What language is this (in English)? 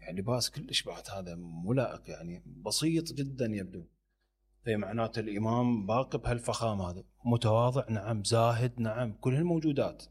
Mesopotamian Arabic